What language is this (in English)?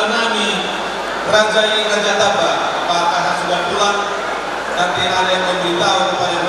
Batak Toba